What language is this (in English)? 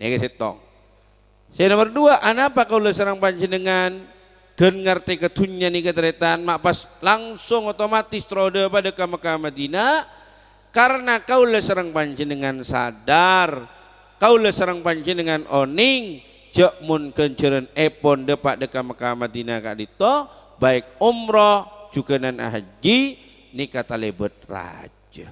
Madurese